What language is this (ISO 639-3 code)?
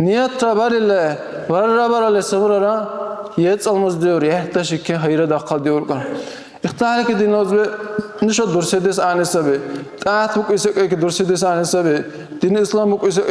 dar